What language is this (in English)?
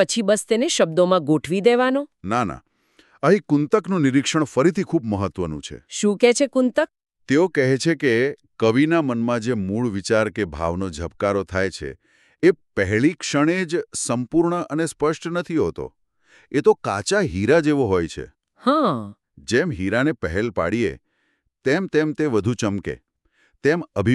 Gujarati